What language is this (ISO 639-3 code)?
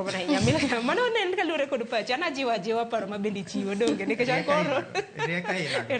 luo